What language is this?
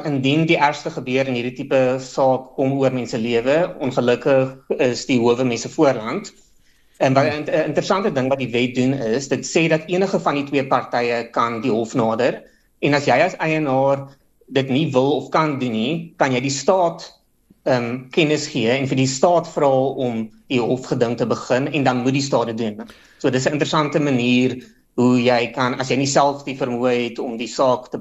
Afrikaans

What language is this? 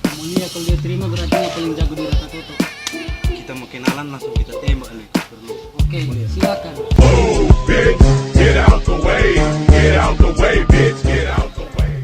Manado Malay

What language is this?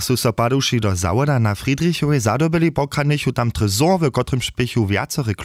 Upper Sorbian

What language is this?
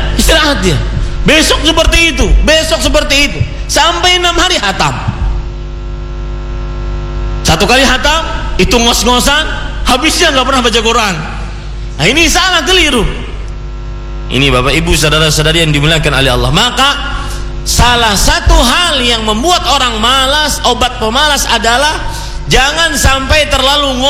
Indonesian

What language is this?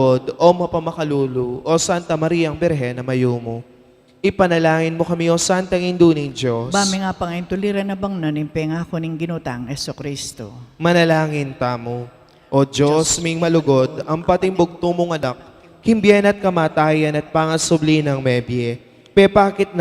Pampanga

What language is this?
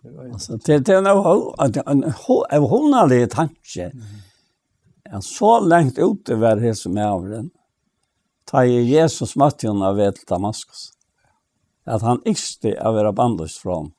Faroese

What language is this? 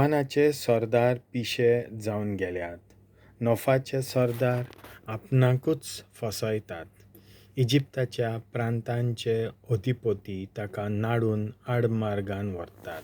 Konkani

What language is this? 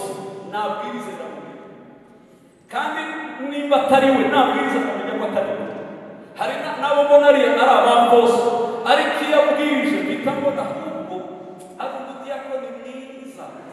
Kinyarwanda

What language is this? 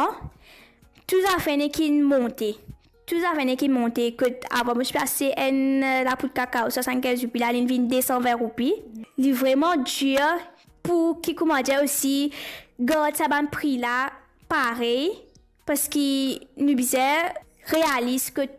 Morisyen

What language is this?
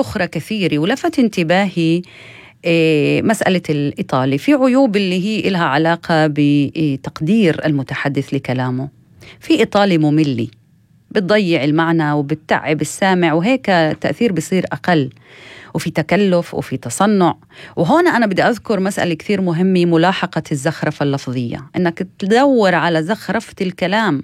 North Levantine Arabic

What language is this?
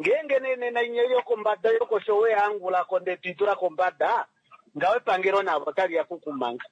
Kuanyama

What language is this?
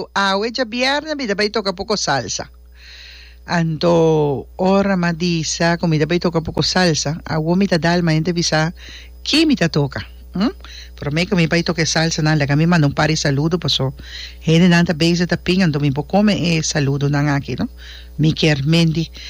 Papiamento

